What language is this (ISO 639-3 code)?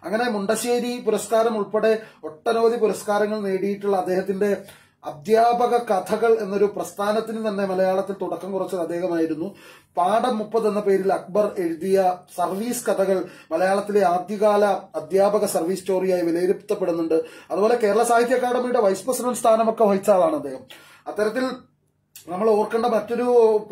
mal